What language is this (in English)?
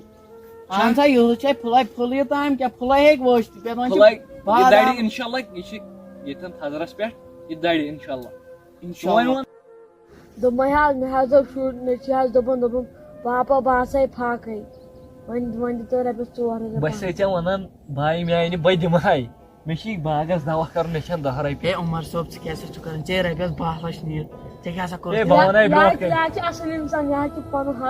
Kashmiri